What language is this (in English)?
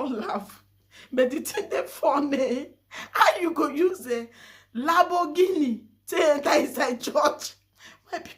Nigerian Pidgin